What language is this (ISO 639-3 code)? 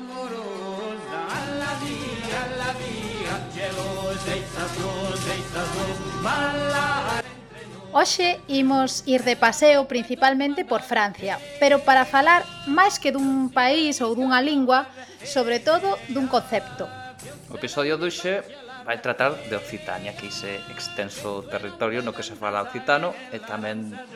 glg